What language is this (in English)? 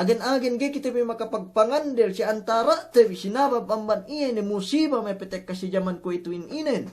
Yakan